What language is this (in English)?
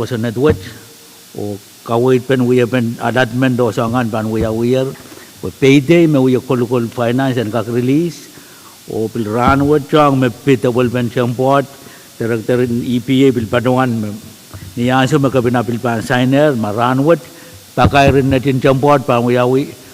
Pohnpeian